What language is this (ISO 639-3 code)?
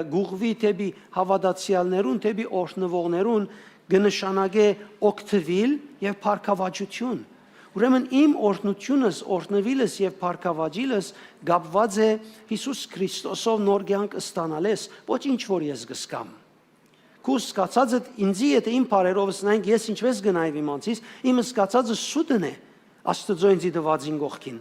hyw